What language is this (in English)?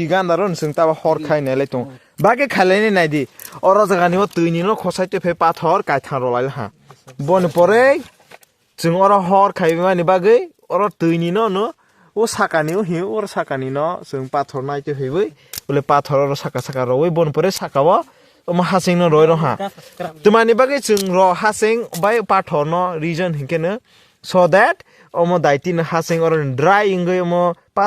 Kok Borok